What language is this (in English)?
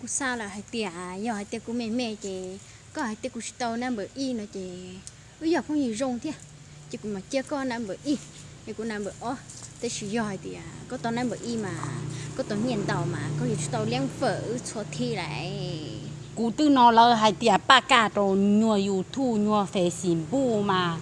Hmong